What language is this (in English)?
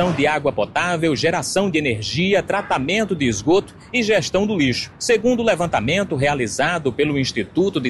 Portuguese